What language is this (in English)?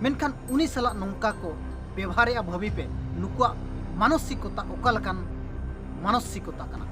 Santali